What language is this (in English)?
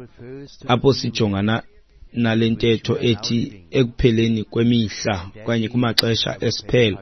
Xhosa